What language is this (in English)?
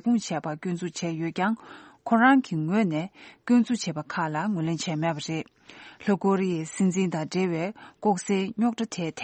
Tibetan